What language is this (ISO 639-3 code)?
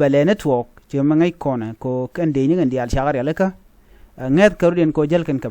nus